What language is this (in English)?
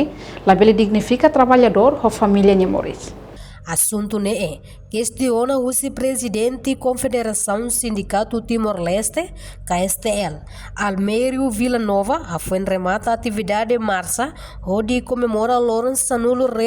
Tetum